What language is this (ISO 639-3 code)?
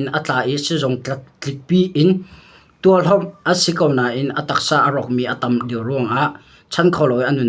cnh